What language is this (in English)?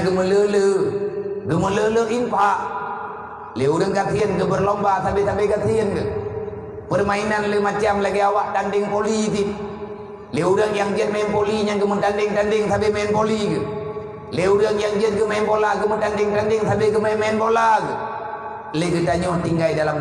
Achinese